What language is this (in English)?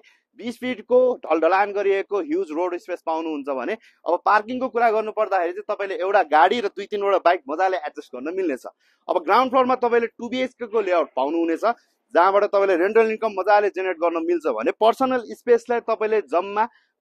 Nepali